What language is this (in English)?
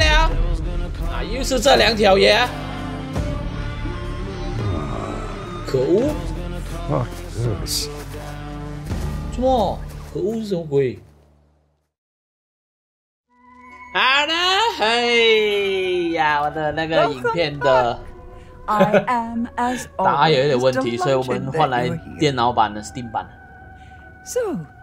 Chinese